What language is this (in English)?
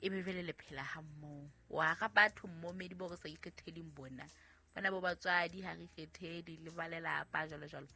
Southern Sotho